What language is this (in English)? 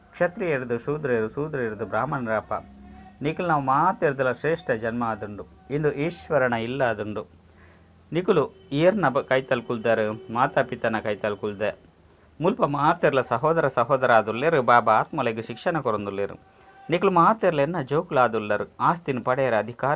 Tulu